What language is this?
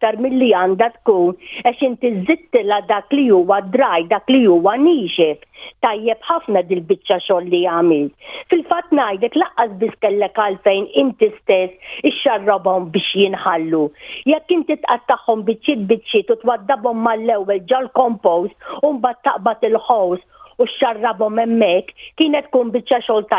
Maltese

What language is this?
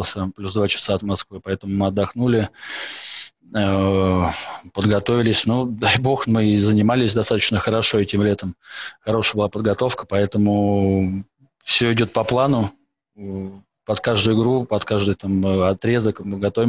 Russian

